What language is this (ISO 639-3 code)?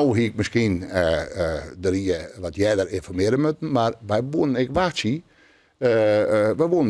fry